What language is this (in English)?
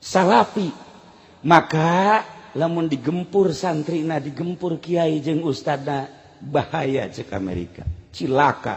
Sundanese